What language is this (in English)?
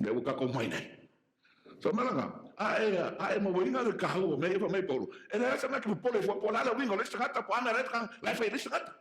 Samoan